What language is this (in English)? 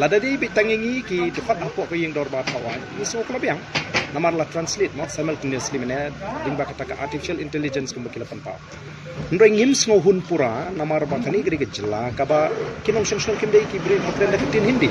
Khasi